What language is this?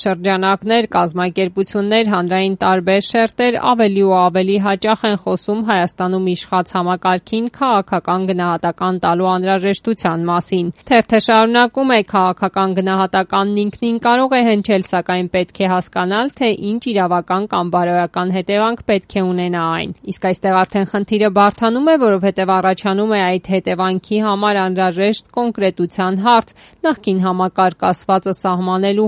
Armenian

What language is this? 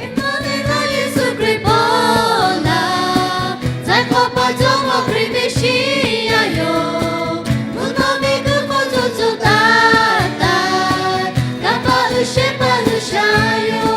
Lahu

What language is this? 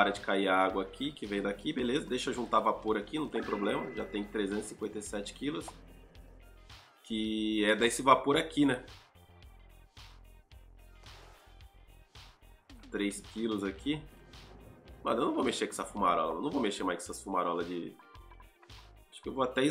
Portuguese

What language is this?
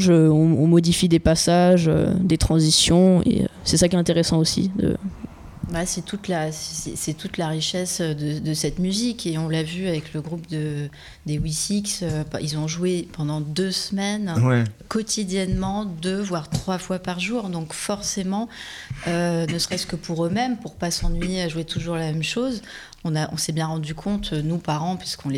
French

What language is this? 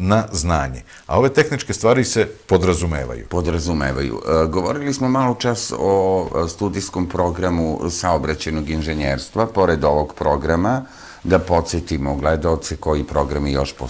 Serbian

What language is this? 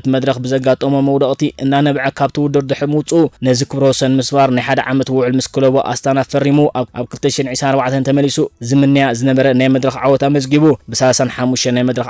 Tigrinya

